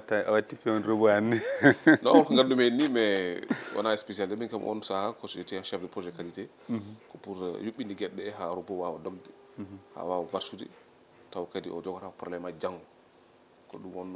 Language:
Fula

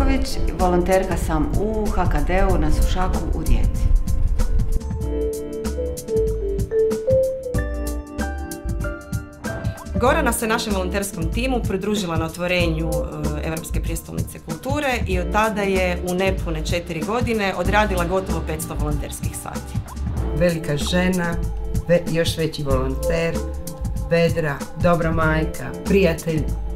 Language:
Croatian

